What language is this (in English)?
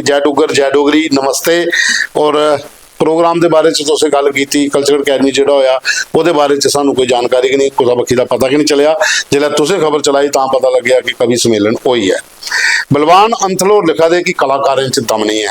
Dogri